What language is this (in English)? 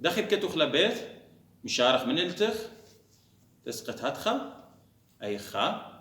Assyrian Neo-Aramaic